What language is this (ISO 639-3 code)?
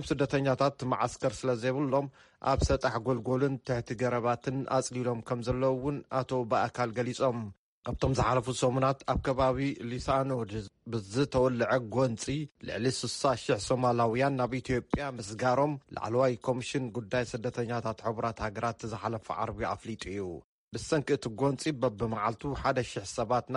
tir